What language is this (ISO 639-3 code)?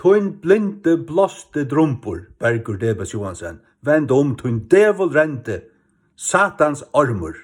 fao